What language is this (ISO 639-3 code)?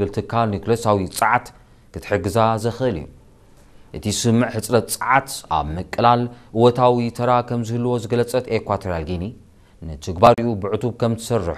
tir